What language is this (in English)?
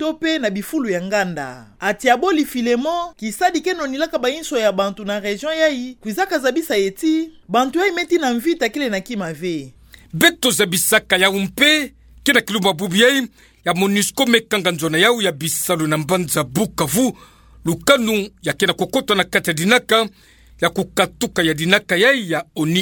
Kituba (Democratic Republic of Congo)